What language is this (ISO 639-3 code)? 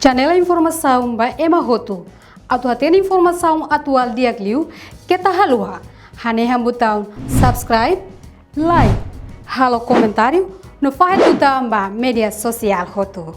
tet